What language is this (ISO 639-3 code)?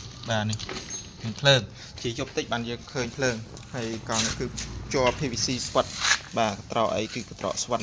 khm